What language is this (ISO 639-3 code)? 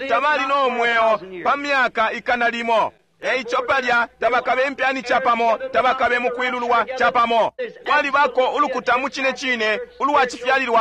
bem